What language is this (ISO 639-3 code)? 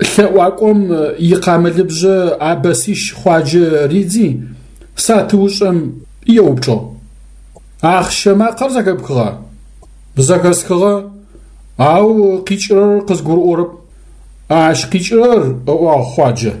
ady